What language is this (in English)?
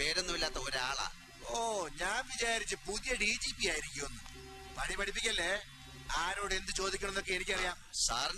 Malayalam